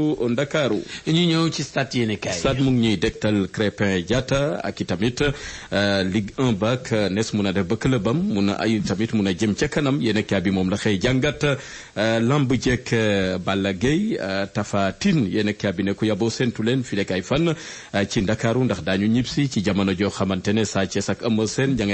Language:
Wolof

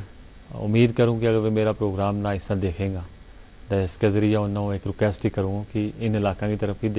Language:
Gujari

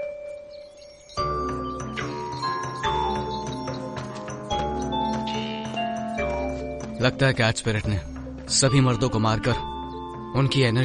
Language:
Hindi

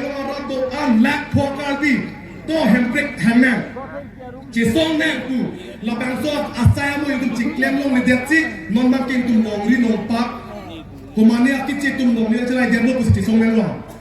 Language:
Karbi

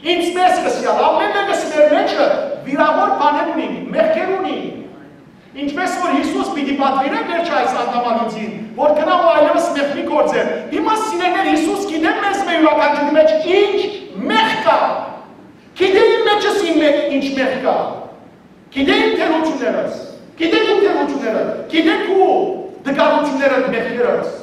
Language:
Western Armenian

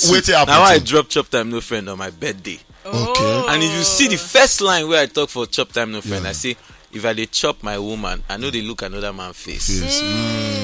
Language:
Nigerian Pidgin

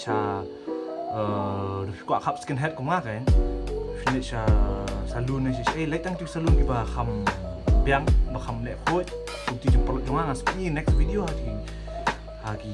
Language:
Khasi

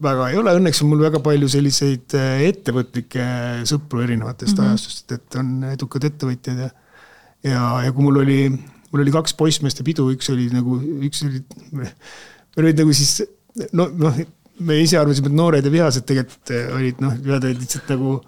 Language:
Estonian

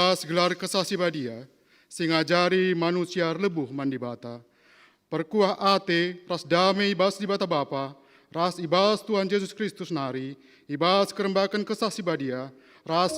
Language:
Batak Karo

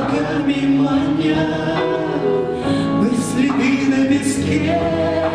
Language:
Russian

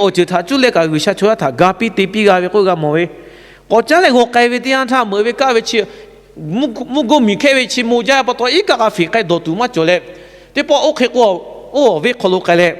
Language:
Lahu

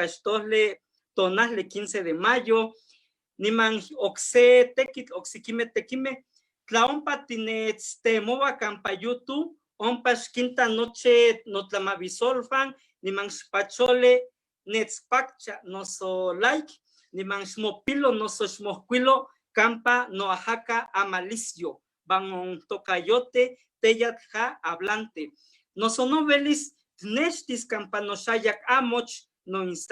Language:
Eastern Huasteca Nahuatl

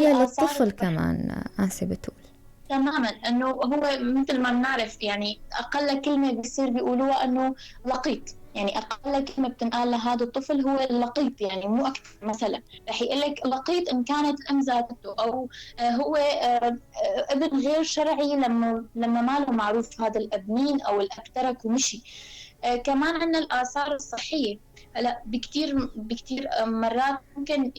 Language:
North Levantine Arabic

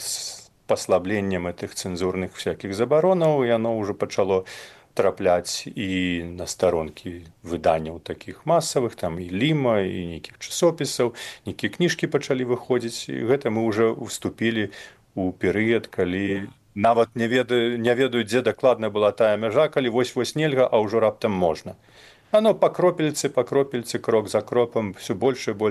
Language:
Belarusian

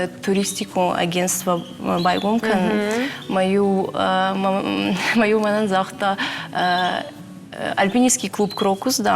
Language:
Ossetic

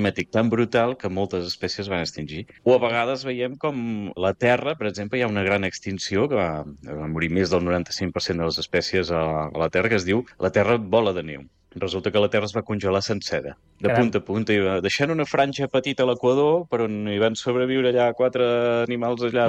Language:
Catalan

